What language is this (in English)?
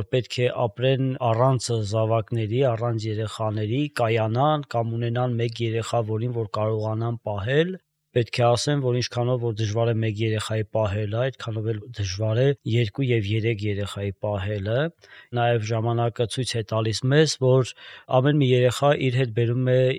Armenian